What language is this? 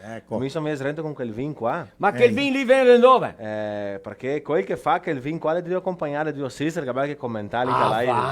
Venetian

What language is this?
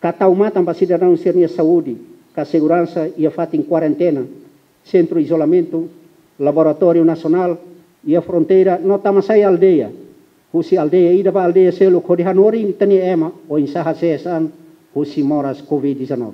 Tetum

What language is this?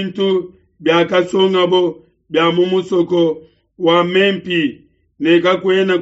Luba-Lulua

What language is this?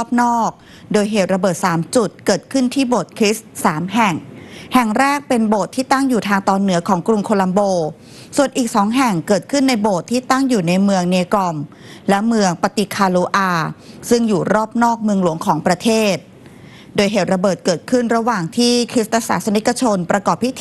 Lao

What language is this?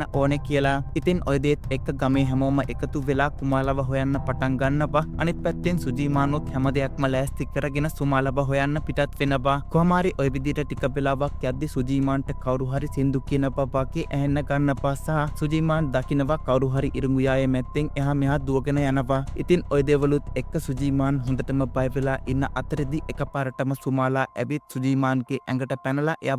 Sinhala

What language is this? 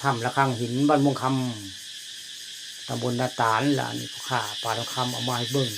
Northeastern Thai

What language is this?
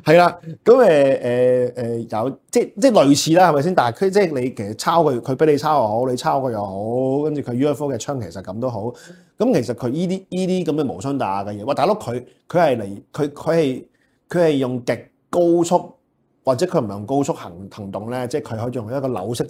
Cantonese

